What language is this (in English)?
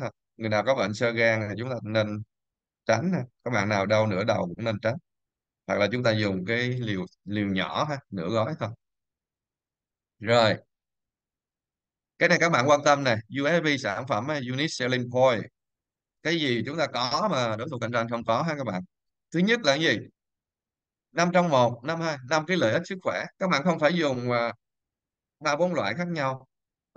Vietnamese